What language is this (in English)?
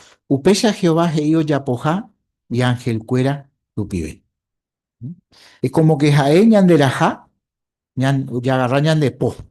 Guarani